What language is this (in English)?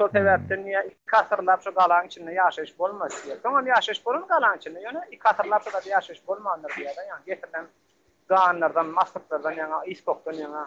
Turkmen